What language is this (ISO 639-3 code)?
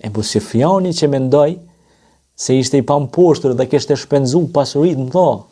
sqi